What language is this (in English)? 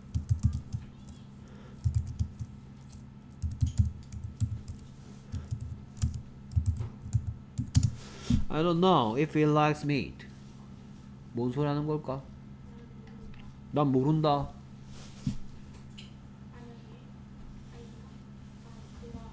Korean